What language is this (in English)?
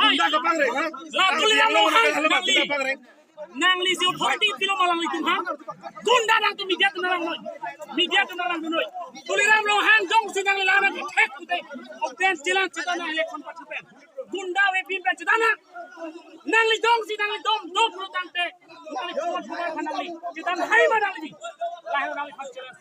Karbi